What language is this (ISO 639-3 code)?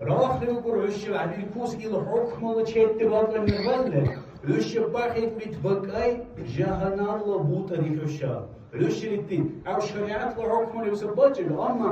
dar